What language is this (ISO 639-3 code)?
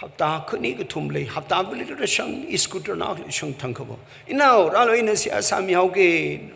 nmf